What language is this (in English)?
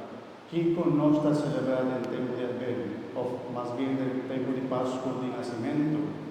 Papiamento